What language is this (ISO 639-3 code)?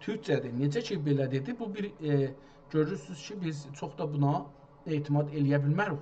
azb